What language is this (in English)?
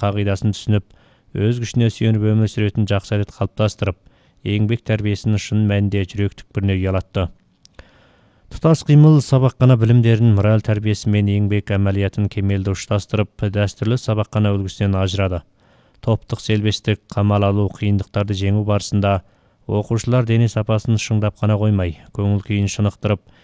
Kazakh